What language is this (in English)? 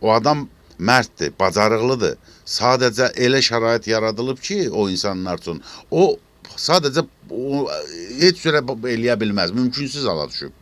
Azerbaijani